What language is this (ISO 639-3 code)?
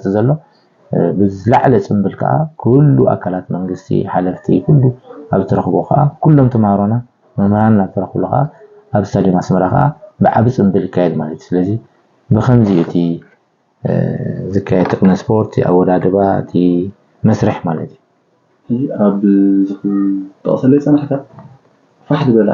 tir